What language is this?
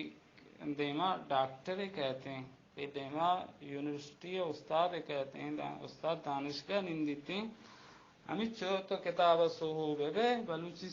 Baluchi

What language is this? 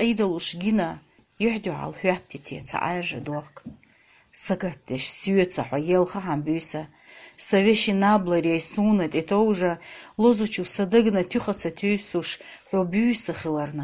Chechen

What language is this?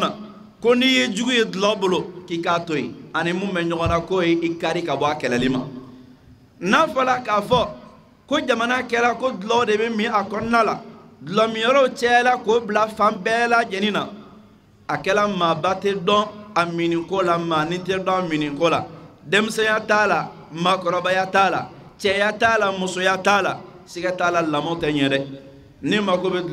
Bambara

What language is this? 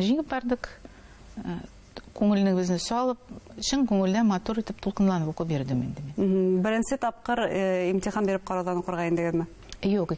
Bashkir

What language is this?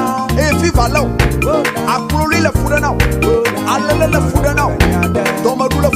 Ewe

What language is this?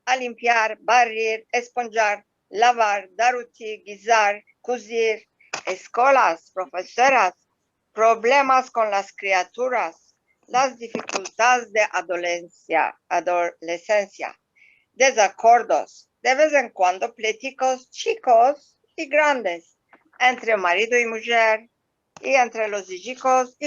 Ladino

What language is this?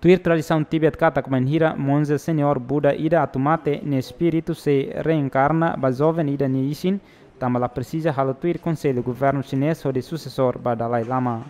Tetum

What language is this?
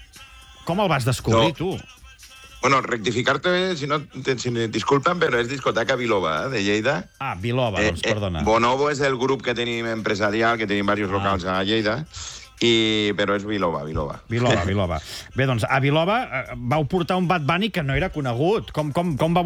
Catalan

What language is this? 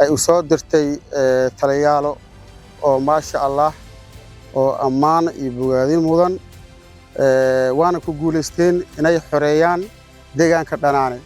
Somali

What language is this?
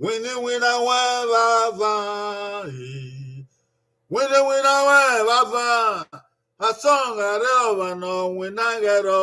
Bini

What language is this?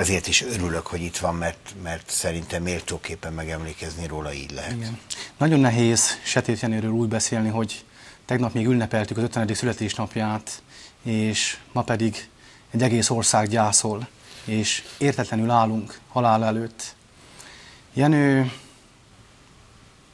Hungarian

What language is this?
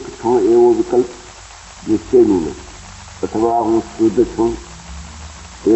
Gujarati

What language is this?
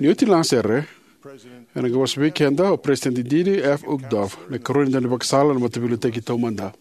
Fijian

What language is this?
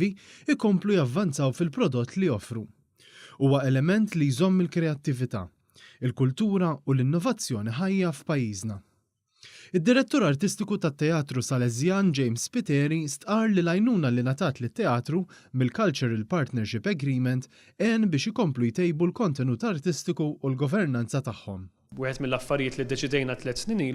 Maltese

